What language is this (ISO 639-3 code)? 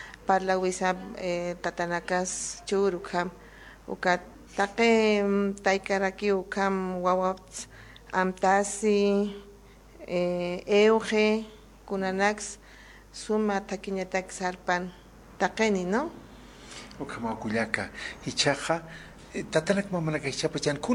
aym